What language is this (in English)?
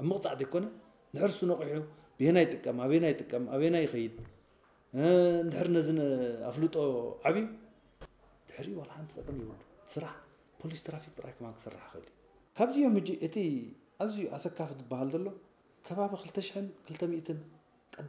Tigrinya